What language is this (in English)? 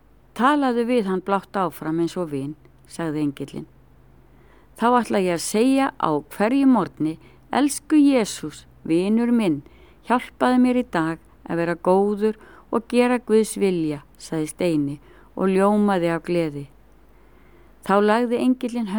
Icelandic